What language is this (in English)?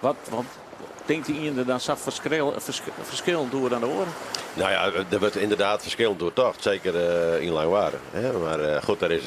Western Frisian